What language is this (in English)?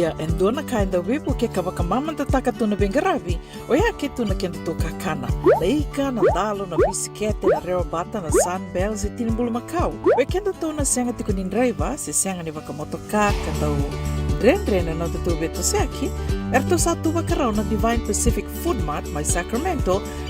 Fijian